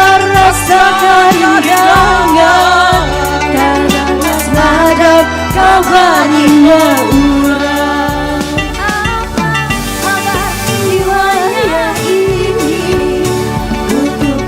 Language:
Banjar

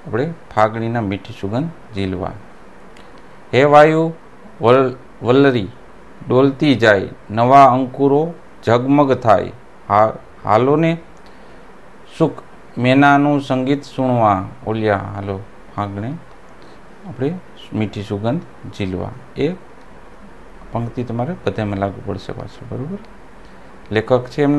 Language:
Gujarati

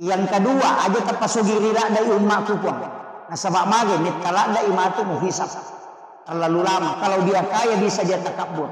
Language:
Buginese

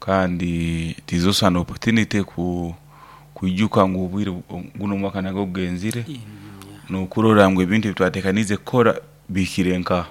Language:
Nyankole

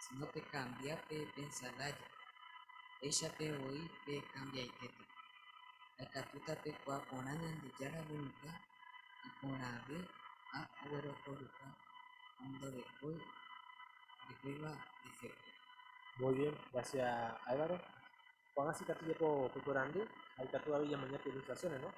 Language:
Guarani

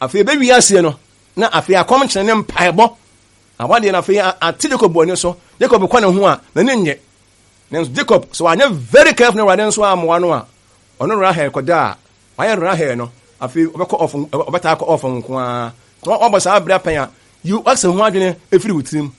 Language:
Akan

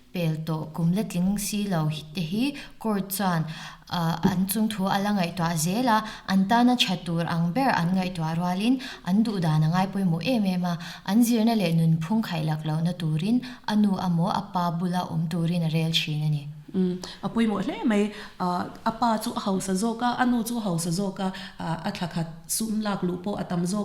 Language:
Mizo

